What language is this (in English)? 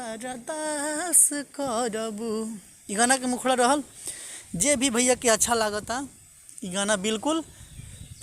Bhojpuri